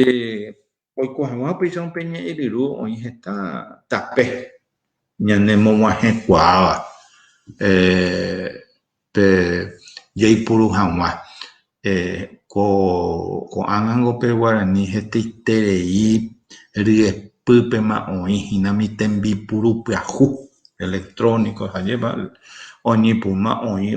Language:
Guarani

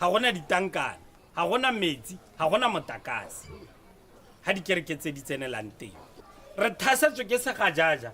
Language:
Tswana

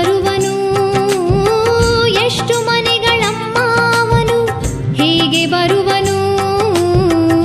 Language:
Kannada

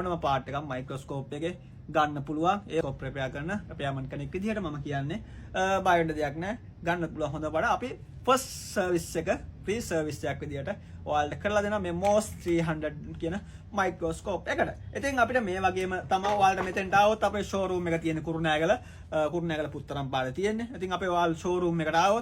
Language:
Sinhala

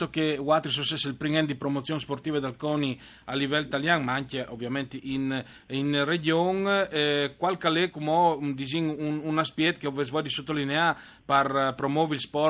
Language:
Friulian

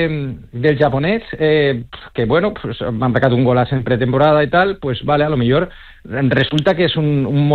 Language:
Catalan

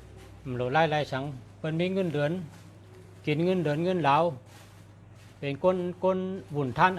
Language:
Shan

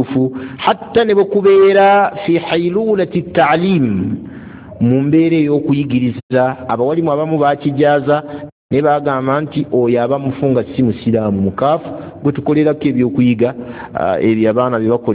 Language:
Ganda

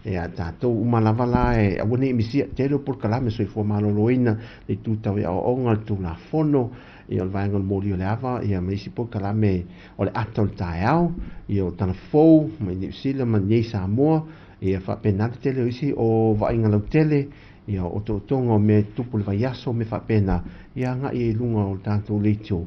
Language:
Samoan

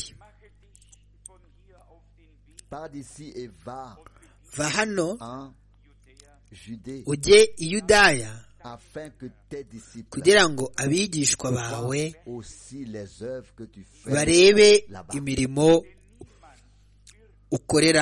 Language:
Kinyarwanda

